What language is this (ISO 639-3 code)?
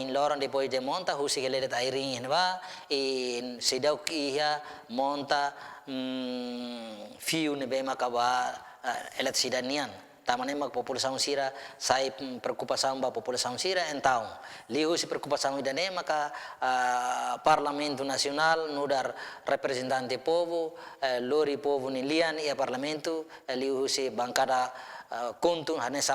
tet